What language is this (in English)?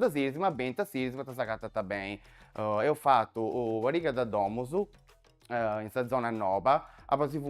Sardinian